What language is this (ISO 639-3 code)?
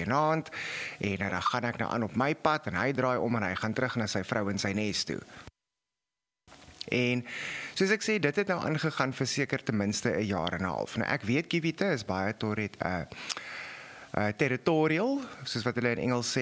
afr